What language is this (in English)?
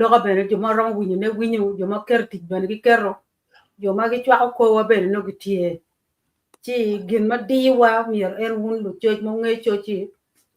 Acoli